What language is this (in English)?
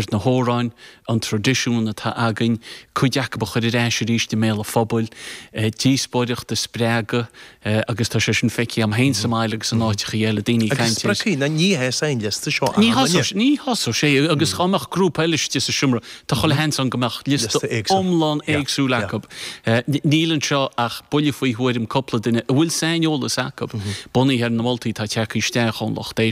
Irish